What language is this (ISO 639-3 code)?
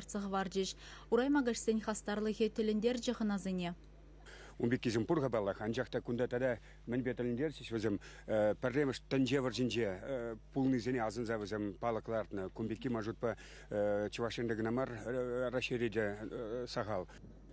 chv